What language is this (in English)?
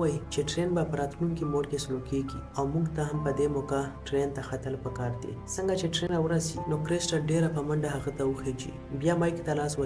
Pashto